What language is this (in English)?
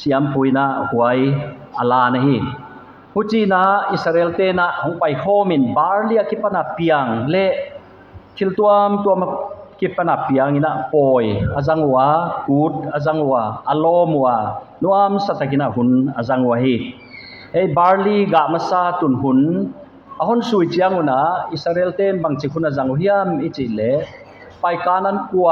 Paite Chin